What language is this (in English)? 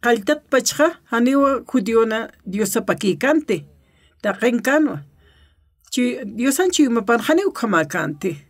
Aymara